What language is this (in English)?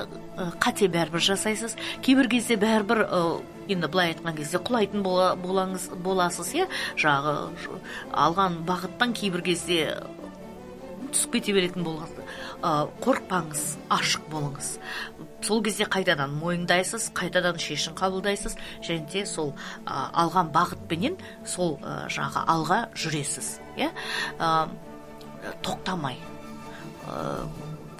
Kazakh